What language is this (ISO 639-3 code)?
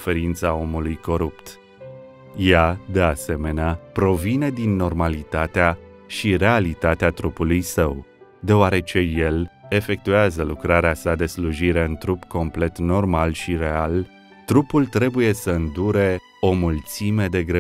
ron